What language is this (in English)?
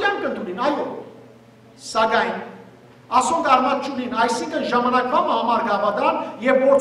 Western Armenian